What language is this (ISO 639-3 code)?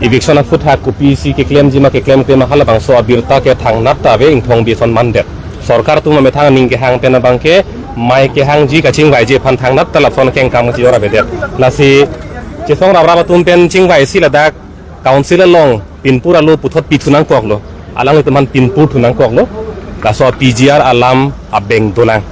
mjw